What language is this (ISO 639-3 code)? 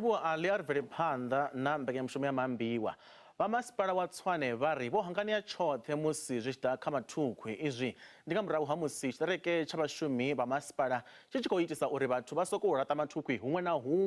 ven